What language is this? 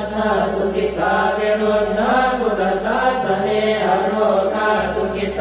Pali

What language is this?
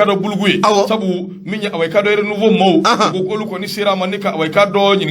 Bambara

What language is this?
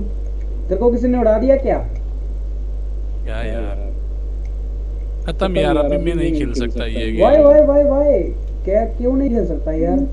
Hindi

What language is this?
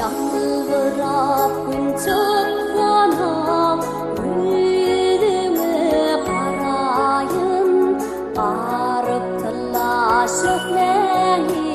Turkmen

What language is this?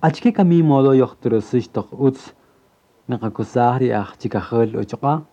Kaqchikel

